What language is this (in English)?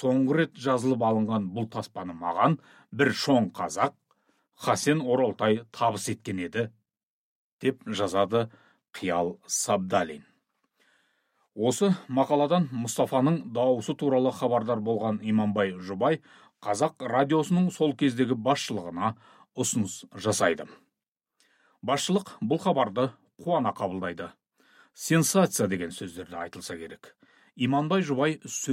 Kazakh